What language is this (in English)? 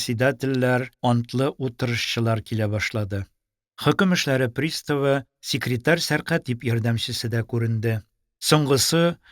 Tatar